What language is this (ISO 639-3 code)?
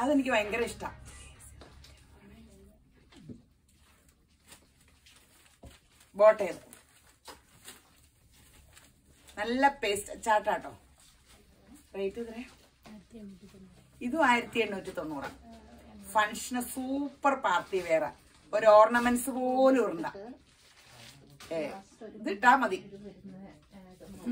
mal